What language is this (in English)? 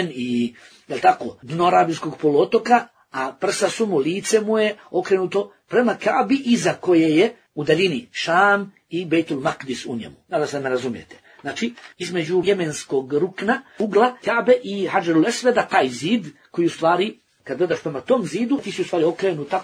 Bosnian